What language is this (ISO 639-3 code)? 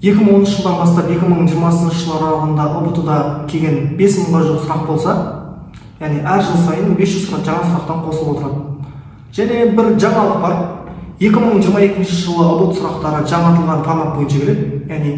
kaz